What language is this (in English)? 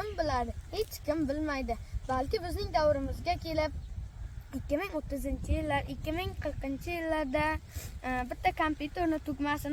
Uzbek